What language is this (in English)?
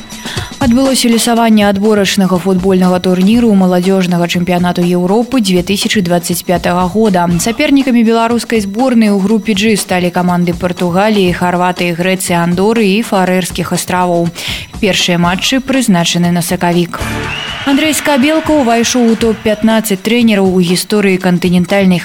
Belarusian